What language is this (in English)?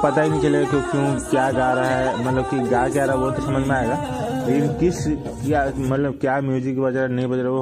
Hindi